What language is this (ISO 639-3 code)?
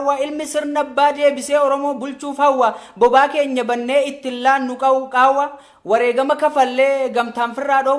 orm